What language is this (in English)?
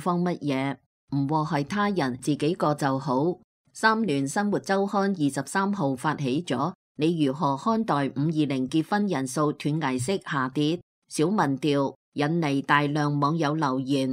Cantonese